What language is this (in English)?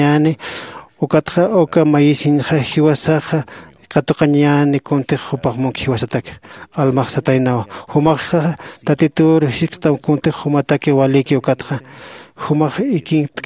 Aymara